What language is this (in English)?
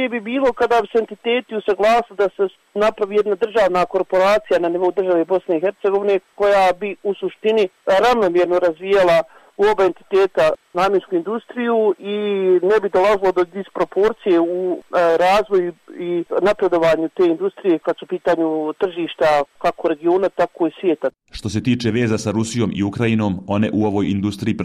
Bosnian